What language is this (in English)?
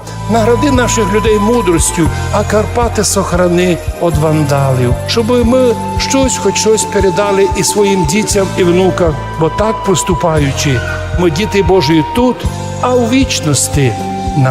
Rusyn